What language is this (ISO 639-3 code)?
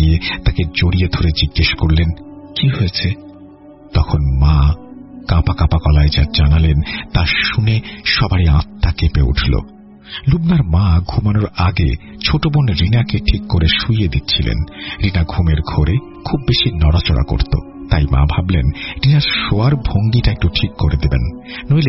ben